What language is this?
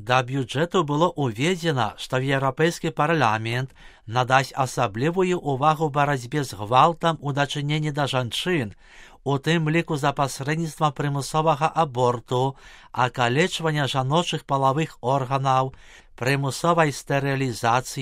Belarusian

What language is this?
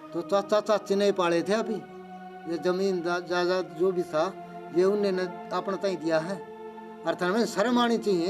Haryanvi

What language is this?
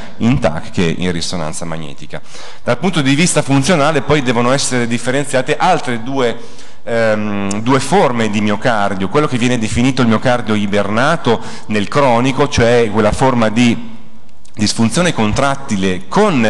Italian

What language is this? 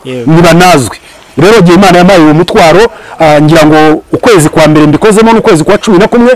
Kinyarwanda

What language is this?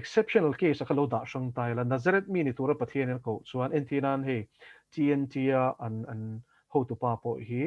Mizo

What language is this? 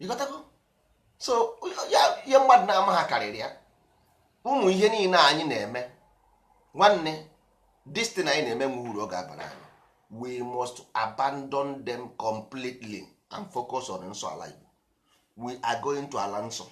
Igbo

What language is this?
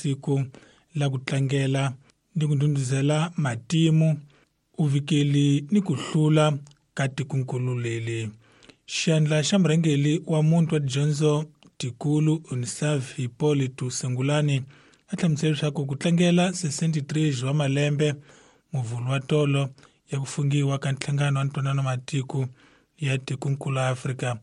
Tsonga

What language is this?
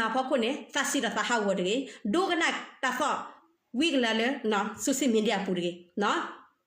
S'gaw Karen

